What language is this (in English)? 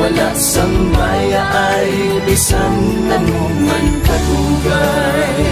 Hiligaynon